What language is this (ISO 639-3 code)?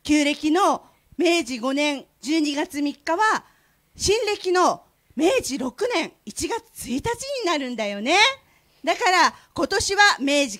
jpn